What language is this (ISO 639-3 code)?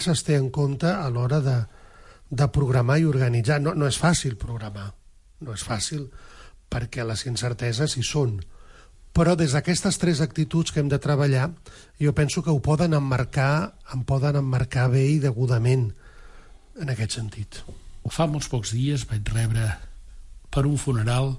cat